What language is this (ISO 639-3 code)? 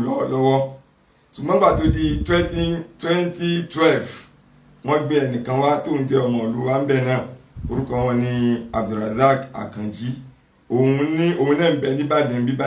yor